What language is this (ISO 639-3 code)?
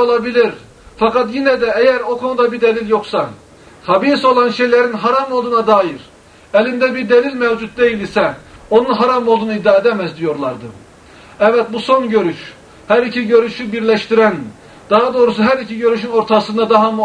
tur